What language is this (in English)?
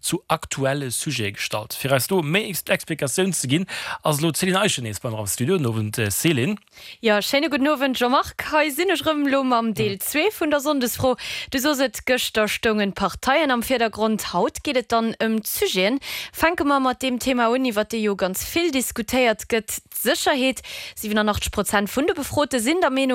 Luxembourgish